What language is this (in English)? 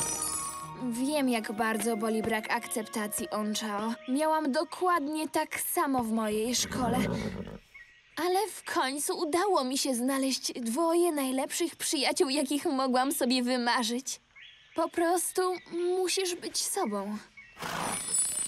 Polish